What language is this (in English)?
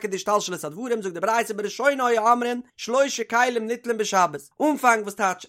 Yiddish